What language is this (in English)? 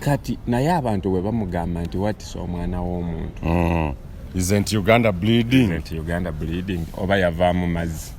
Ganda